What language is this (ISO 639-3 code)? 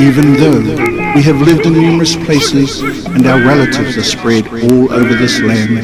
mri